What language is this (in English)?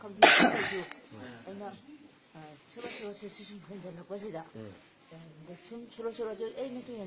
Manipuri